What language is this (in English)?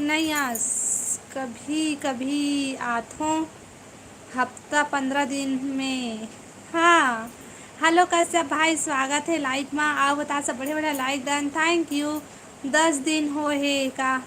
Chhattisgarhi